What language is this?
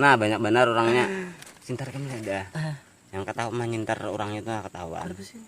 Banjar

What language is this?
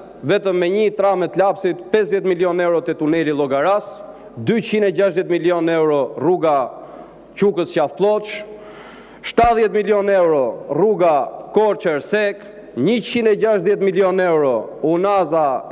Albanian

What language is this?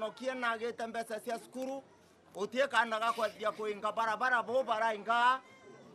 Meru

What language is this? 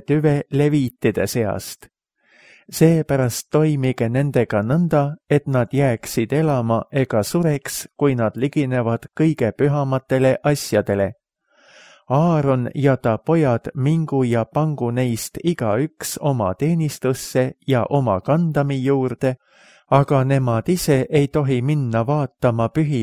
Estonian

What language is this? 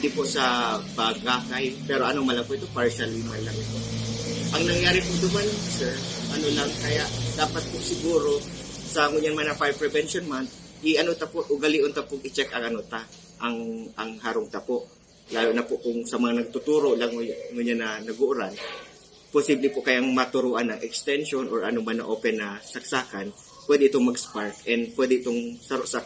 Bikol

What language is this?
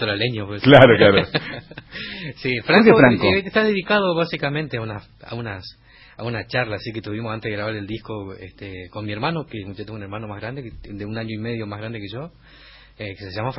Spanish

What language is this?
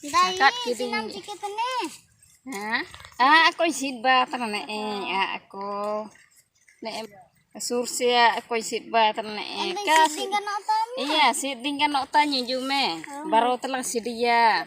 Ho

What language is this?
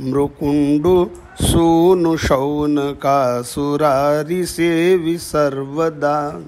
Sanskrit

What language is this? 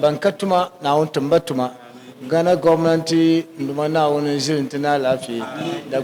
Dagbani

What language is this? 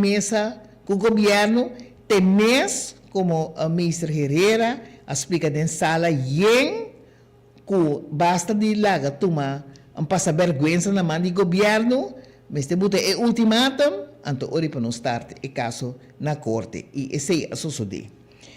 Papiamento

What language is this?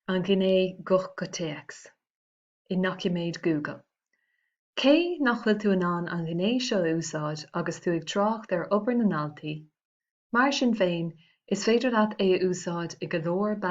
Irish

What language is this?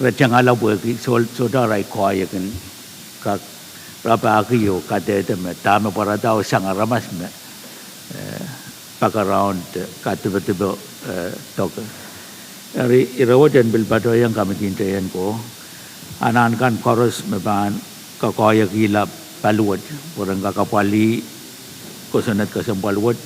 Pohnpeian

